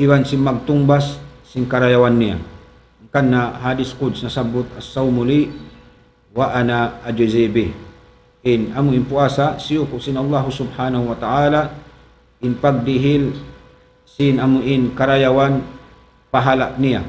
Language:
Tausug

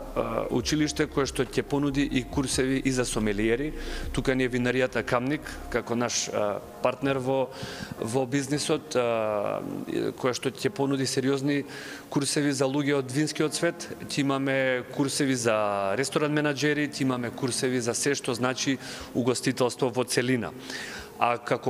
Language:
Macedonian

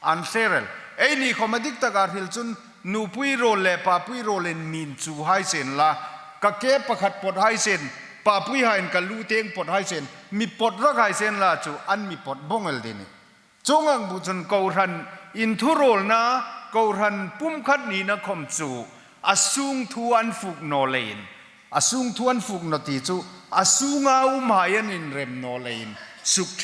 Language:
Hmar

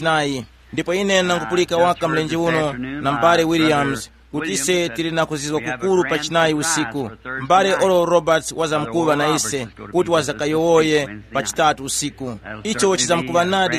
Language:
Tumbuka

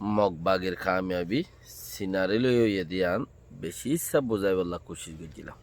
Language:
Rohingya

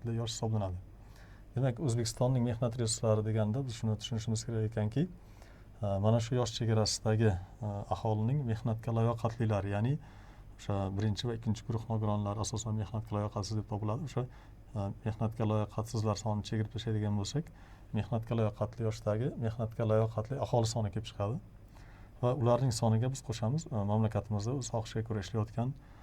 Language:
Uzbek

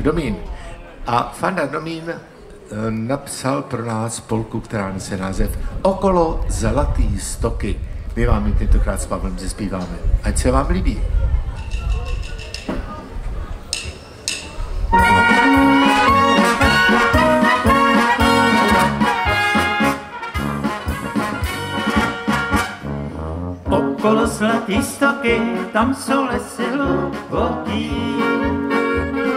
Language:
Czech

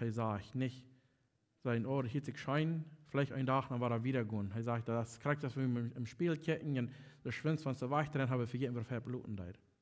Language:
Plautdietsch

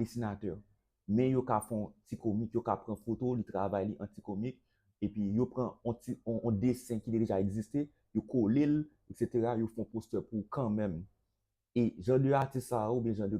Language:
Haitian Creole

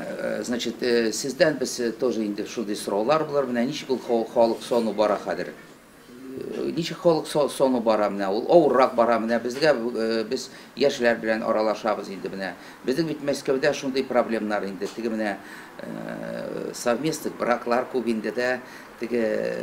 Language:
Tatar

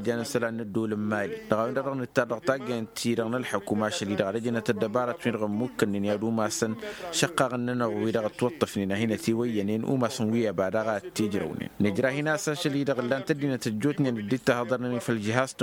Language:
Tamasheq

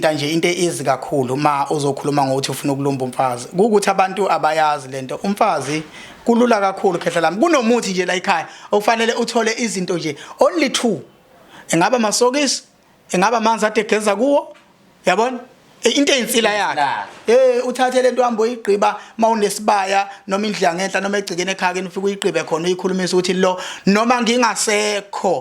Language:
Zulu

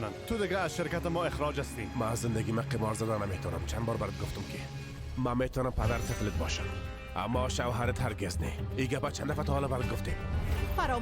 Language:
Persian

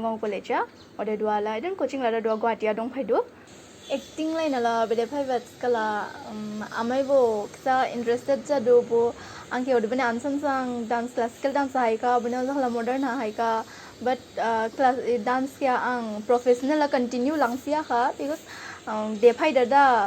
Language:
Dimasa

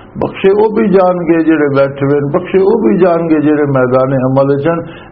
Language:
Western Panjabi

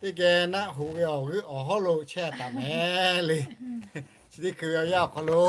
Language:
Lahu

